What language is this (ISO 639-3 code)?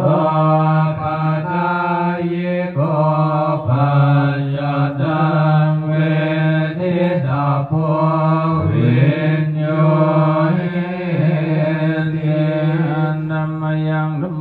pli